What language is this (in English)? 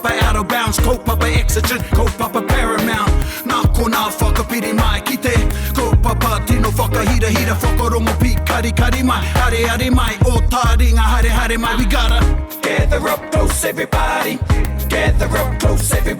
Māori